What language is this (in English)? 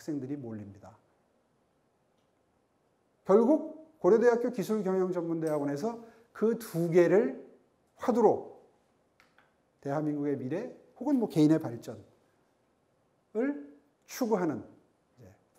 Korean